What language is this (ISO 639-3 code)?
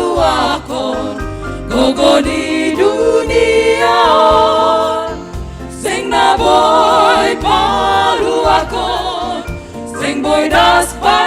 bts